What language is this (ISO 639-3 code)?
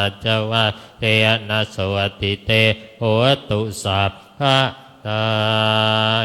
pli